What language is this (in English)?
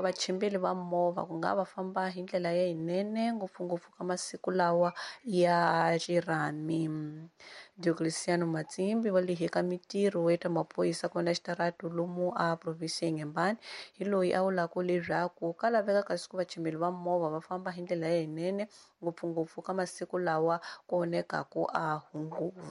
Tsonga